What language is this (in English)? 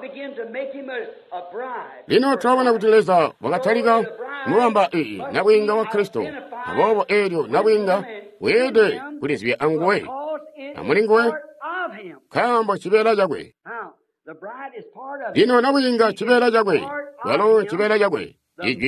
Tonga (Zambia)